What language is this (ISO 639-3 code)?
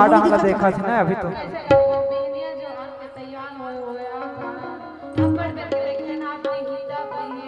hne